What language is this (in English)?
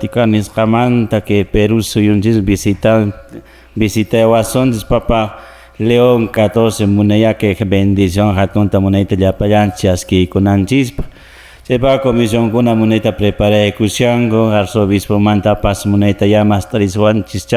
Quechua